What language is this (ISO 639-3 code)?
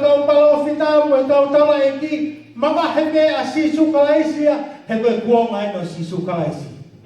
ton